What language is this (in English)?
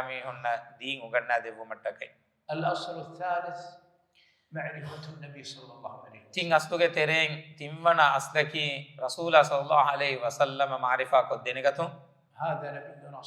Divehi